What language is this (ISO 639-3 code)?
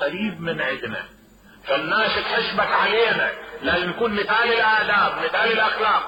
acm